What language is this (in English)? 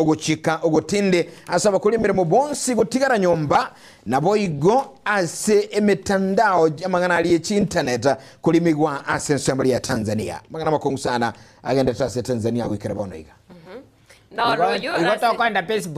Gusii